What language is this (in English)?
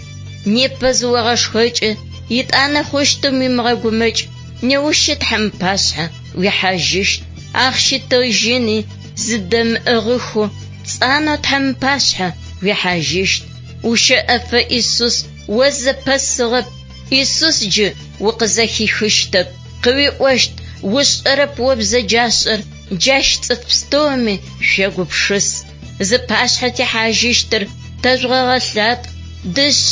Adyghe